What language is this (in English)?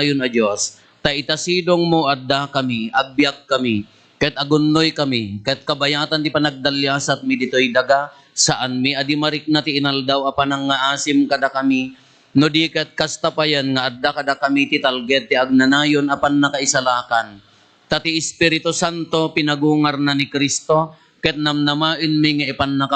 Iloko